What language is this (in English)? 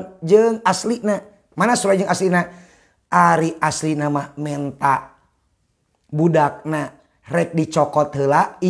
Sundanese